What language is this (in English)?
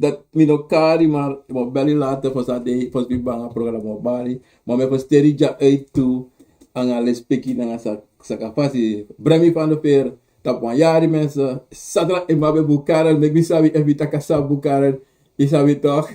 Sranan Tongo